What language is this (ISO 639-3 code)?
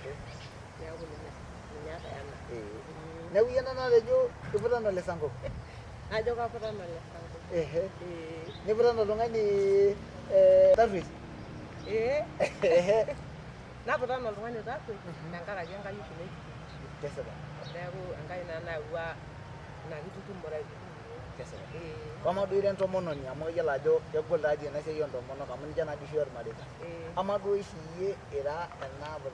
mas